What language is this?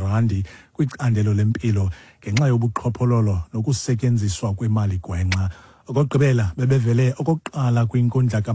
Xhosa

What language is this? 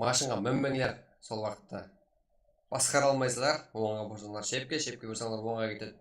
Kara-Kalpak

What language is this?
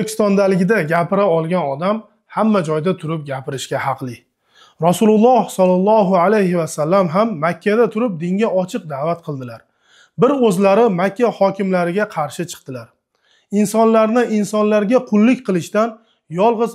Uzbek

